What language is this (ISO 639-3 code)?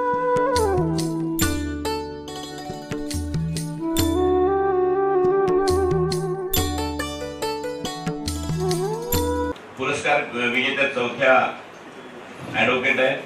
mar